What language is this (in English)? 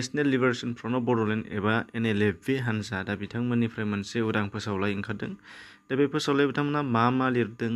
Bodo